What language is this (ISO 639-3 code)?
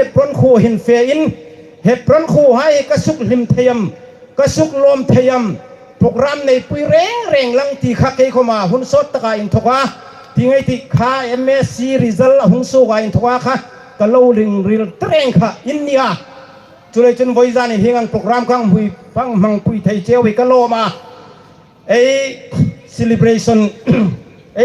hmr